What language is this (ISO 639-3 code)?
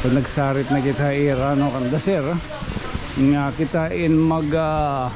war